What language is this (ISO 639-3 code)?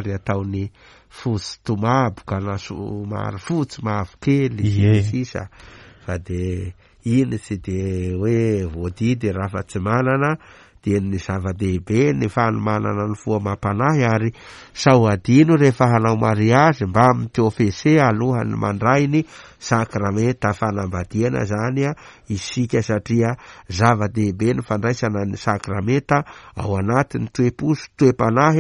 mlg